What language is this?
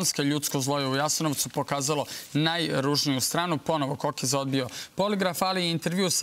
Serbian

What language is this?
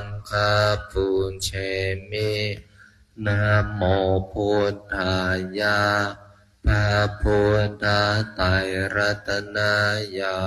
Pali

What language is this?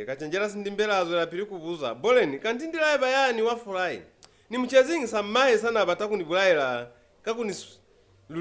Lozi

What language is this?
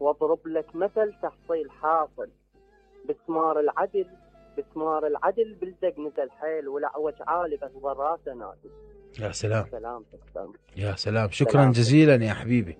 Mesopotamian Arabic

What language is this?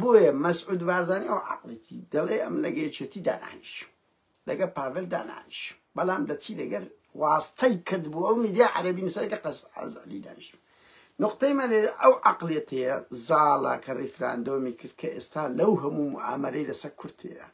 Central Kurdish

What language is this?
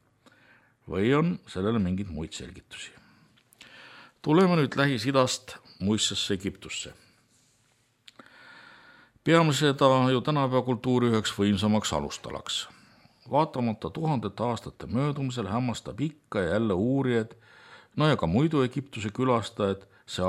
Estonian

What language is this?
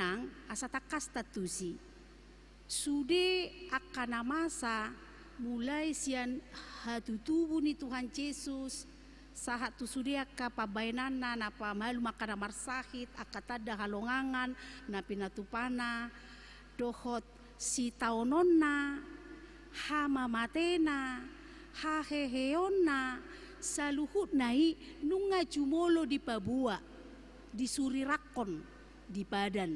Batak Toba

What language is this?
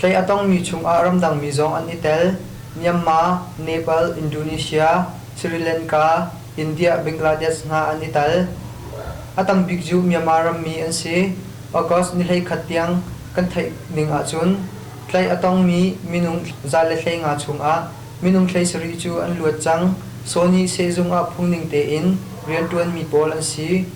Hakha Chin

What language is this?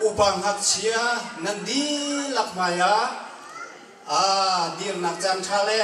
Hakha Chin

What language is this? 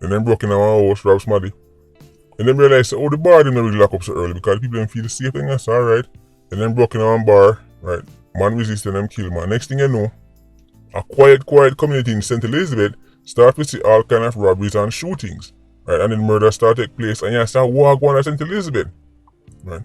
Jamaican Creole English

